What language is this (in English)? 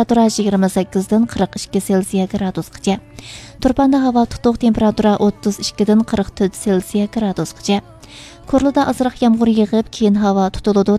Uyghur